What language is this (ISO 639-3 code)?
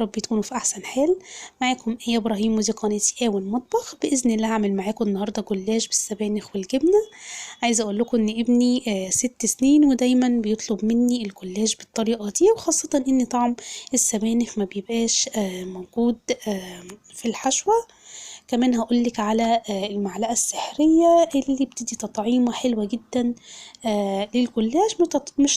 arz